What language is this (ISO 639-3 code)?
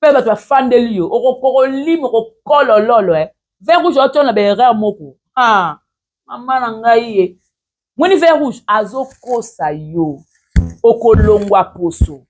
lin